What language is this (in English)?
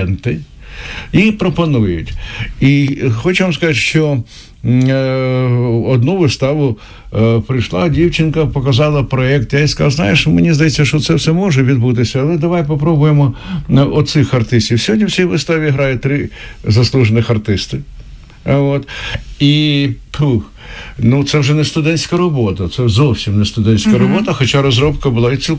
Ukrainian